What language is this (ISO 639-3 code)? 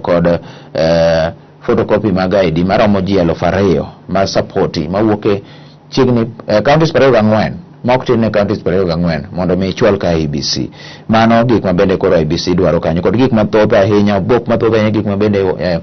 luo